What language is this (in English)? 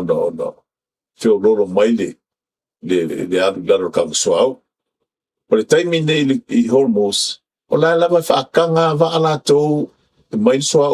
Samoan